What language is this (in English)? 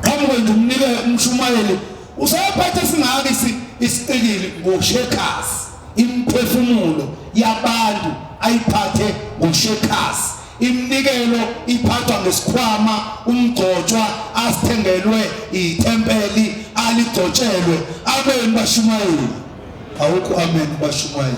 Zulu